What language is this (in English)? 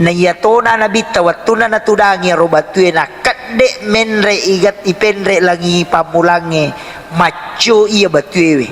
Buginese